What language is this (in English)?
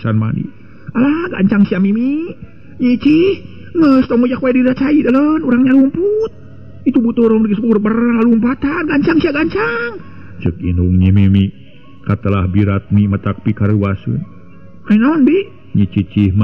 Sundanese